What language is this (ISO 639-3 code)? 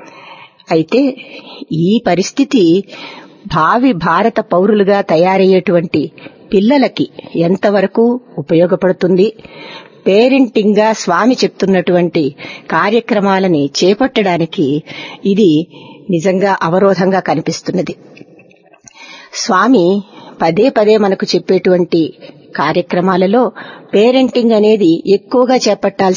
tel